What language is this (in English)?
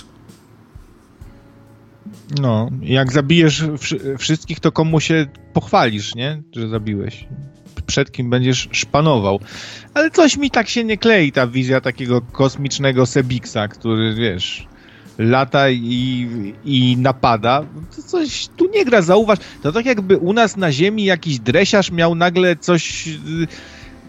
Polish